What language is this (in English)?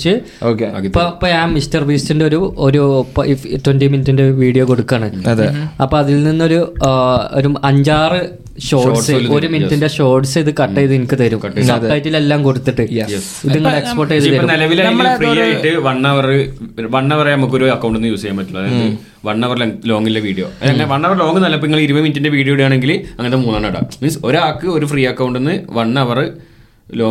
Malayalam